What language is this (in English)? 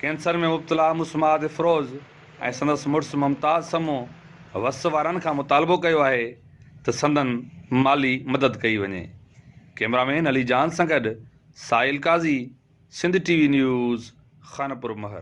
Sindhi